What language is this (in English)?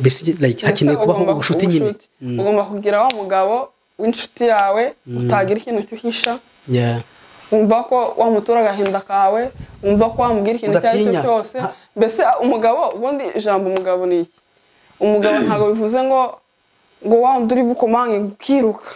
Kinyarwanda